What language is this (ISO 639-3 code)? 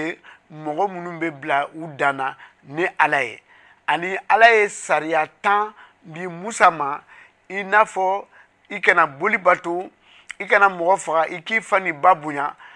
bam